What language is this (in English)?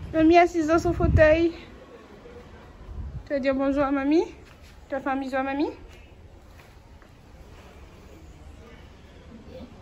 French